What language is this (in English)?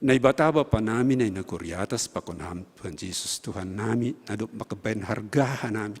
Batak Simalungun